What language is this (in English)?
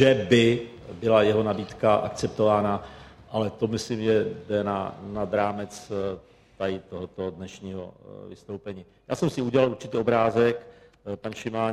Czech